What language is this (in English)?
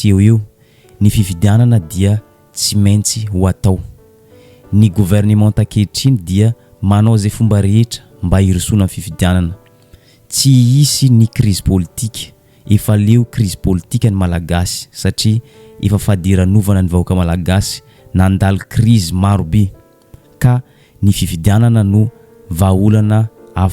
Malagasy